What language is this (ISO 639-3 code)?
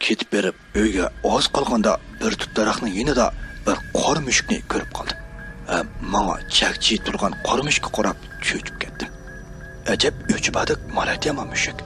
uig